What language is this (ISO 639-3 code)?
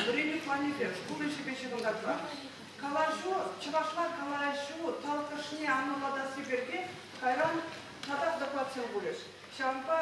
chv